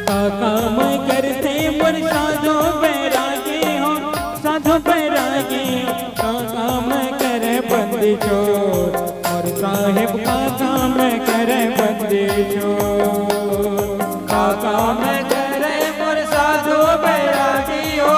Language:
Chhattisgarhi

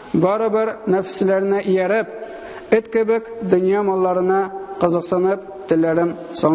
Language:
Tatar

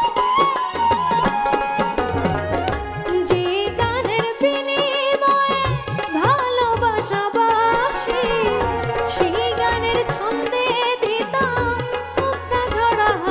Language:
Bangla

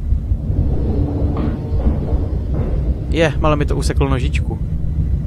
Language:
Czech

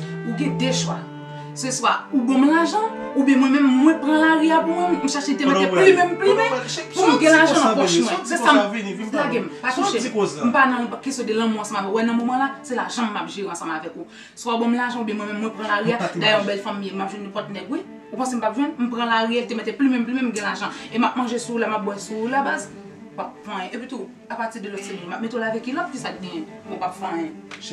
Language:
Haitian Creole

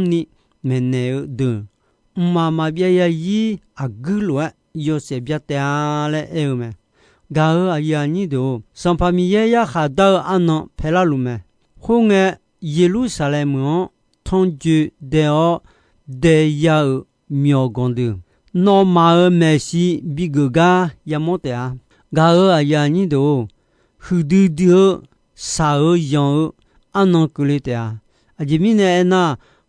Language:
Akha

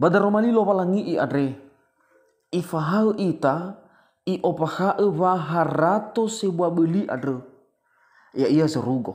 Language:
Nias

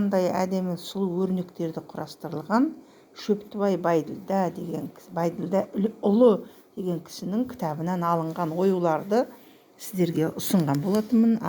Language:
Kazakh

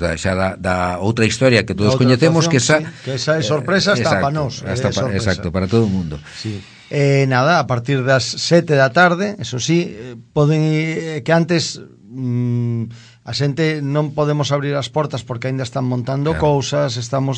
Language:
Galician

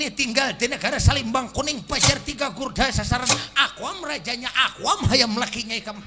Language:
Banjar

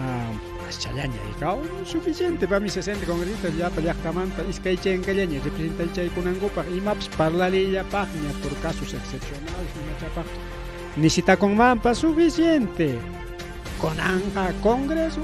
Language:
Ayacucho Quechua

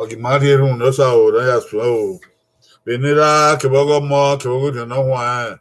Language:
Bini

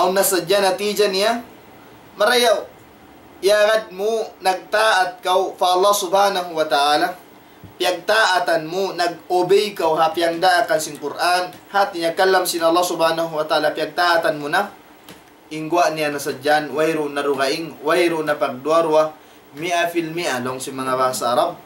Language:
Tausug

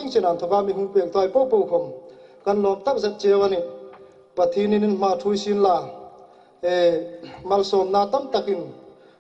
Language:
Hmar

